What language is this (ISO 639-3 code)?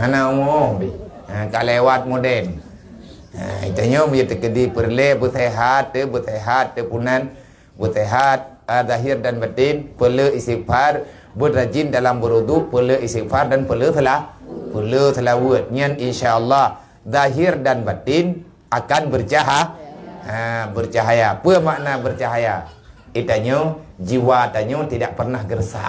ace